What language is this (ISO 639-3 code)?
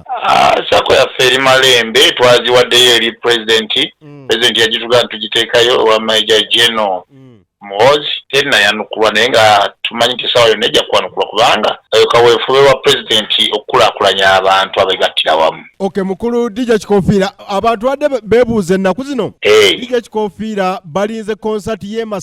lug